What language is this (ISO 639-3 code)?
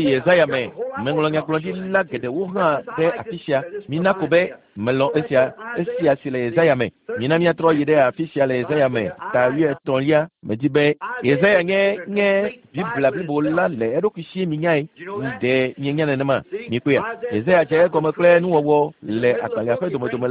ewe